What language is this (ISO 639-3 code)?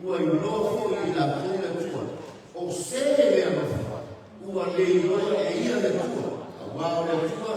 smo